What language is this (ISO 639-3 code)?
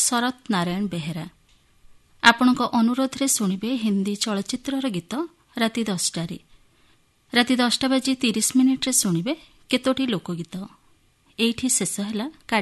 ori